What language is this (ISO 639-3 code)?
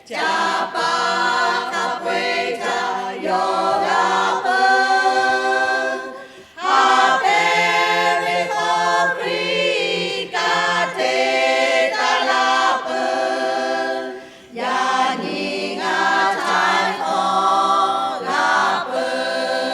lhu